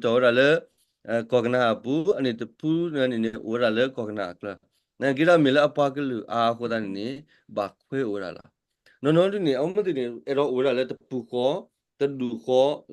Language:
S'gaw Karen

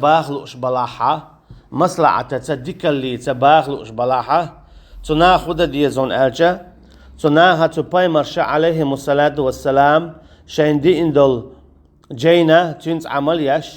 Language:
Chechen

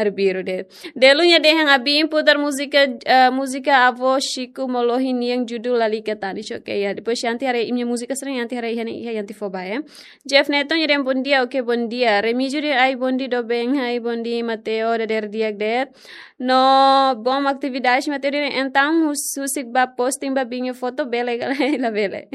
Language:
Tetum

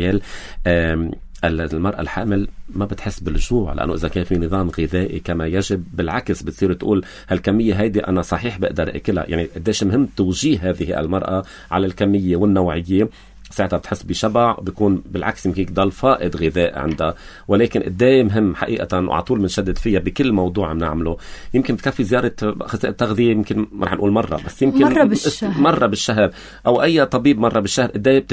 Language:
North Levantine Arabic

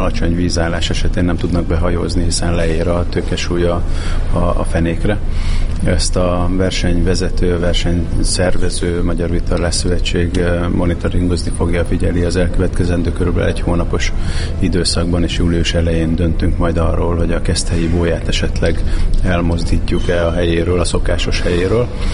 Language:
Hungarian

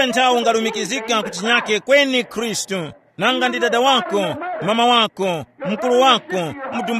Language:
Tumbuka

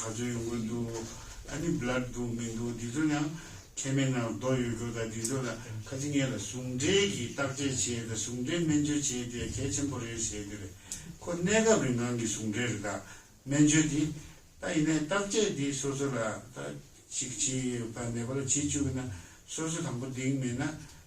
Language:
Tibetan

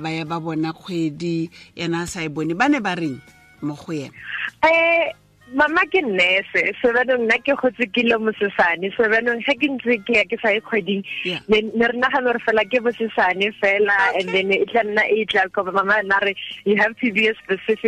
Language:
Tswana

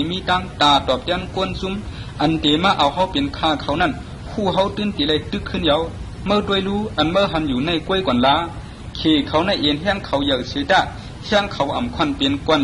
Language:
Shan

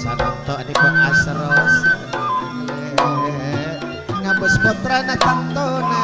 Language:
Madurese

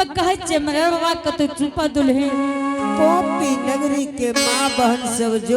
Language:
Angika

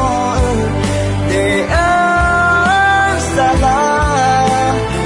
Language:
Akha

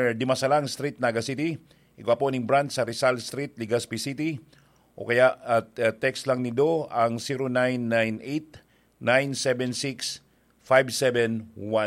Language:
Bikol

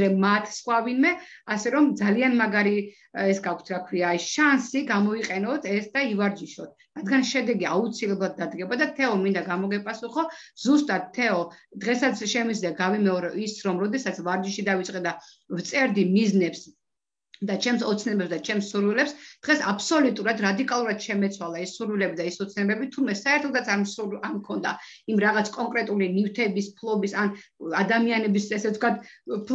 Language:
Georgian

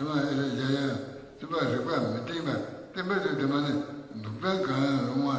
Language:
Tibetan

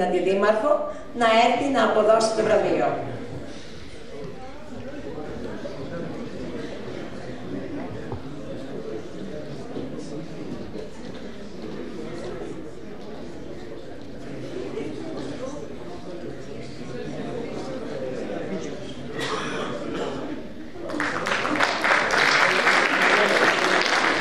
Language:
Greek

